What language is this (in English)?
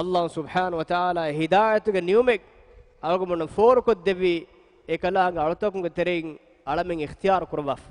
Divehi